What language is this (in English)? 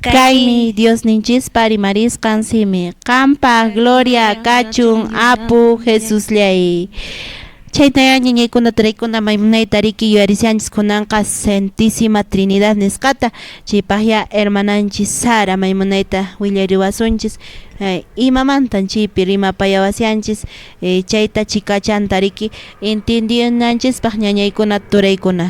Quechua